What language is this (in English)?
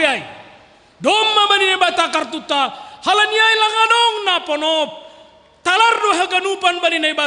Batak Simalungun